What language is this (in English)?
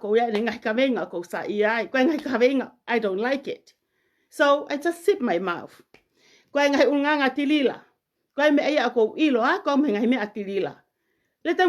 Tongan